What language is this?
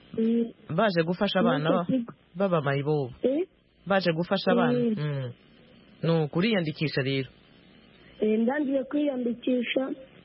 Kinyarwanda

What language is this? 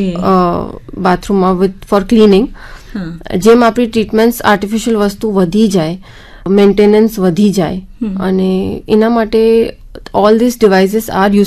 Gujarati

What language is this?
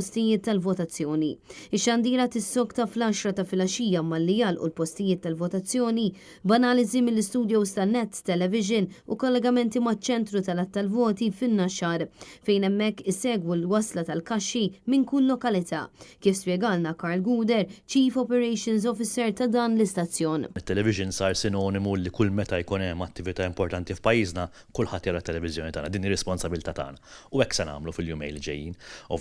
Maltese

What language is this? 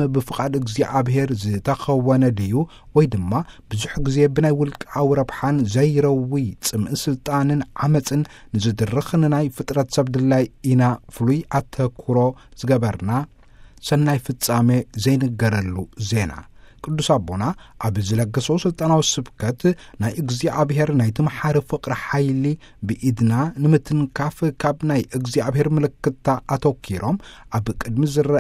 Tigrinya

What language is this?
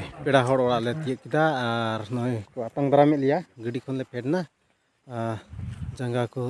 Santali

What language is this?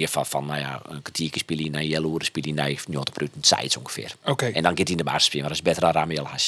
Western Frisian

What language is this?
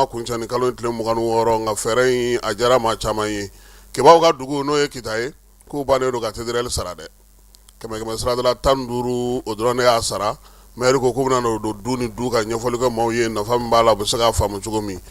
Bambara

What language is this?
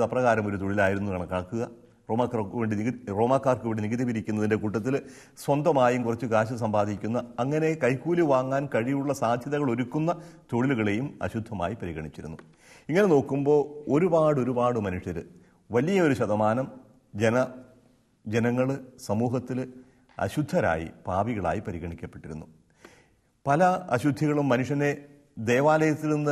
Malayalam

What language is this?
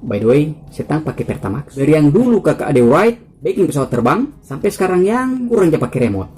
Manado Malay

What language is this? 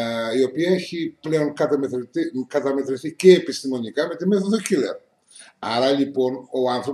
Greek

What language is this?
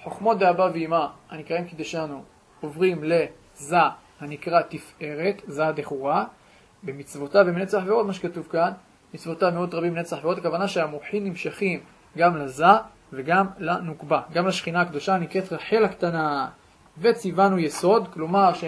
Hebrew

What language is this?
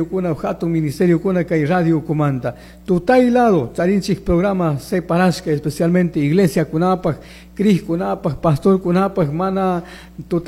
Chimborazo Highland Quichua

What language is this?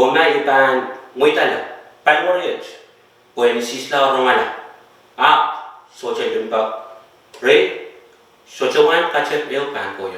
Pohnpeian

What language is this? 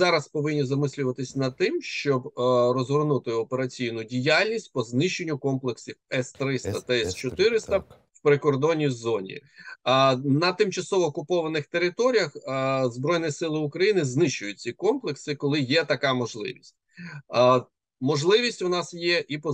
Ukrainian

